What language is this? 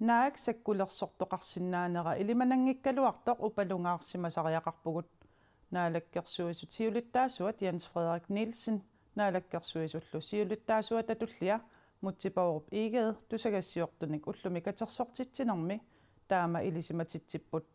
Kalaallisut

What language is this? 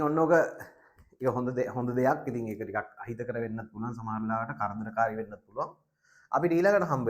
Sinhala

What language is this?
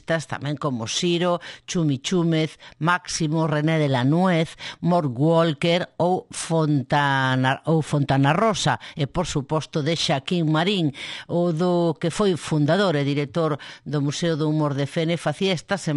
Galician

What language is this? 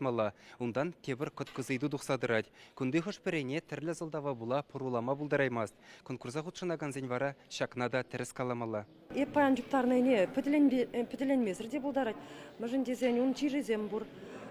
Chuvash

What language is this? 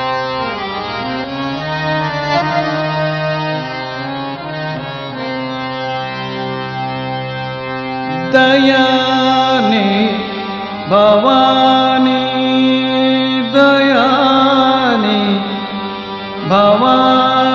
Kannada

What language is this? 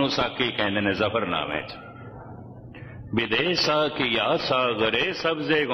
Punjabi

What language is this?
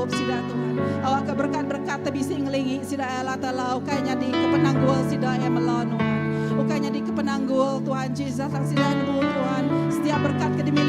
Iban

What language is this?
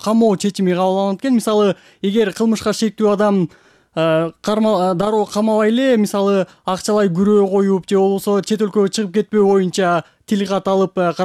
Kyrgyz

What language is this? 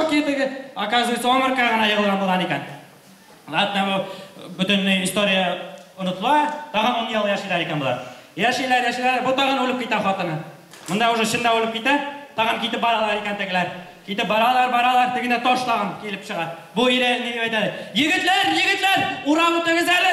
Bashkir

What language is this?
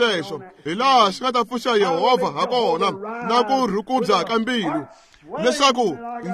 Tsonga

